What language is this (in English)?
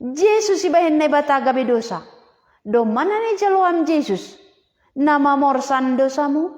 Batak Simalungun